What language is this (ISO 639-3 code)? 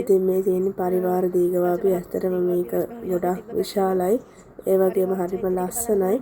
sin